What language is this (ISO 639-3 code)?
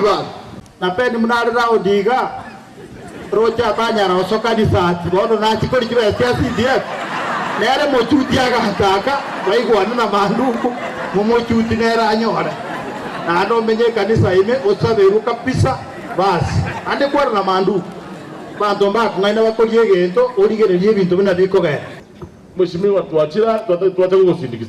guz